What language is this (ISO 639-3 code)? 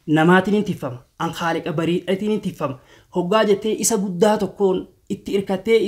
orm